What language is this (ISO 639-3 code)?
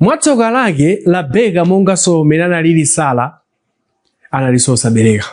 nya